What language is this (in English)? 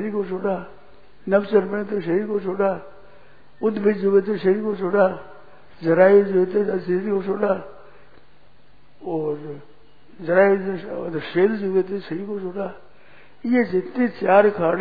Hindi